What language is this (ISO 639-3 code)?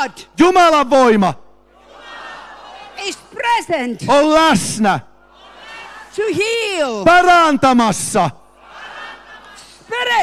fin